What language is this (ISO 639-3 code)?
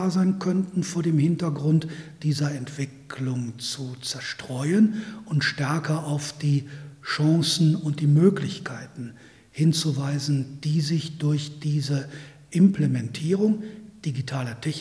deu